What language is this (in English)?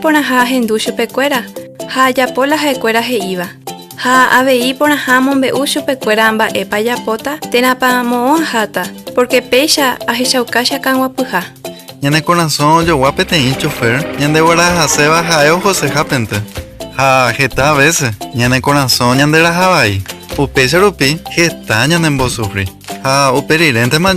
Guarani